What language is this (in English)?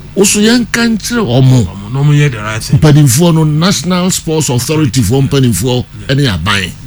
Akan